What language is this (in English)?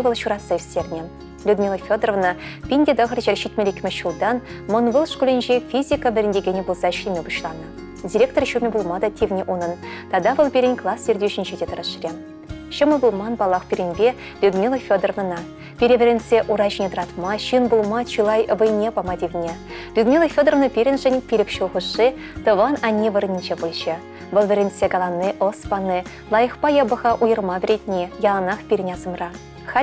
Chuvash